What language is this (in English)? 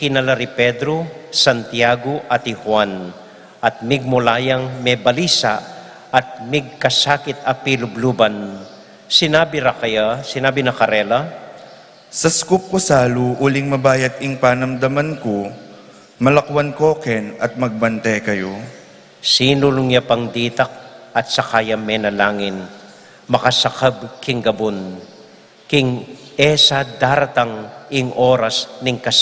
Pampanga